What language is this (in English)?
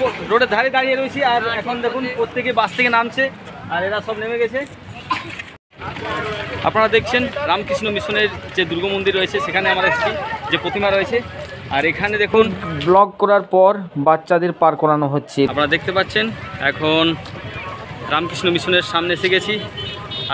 Bangla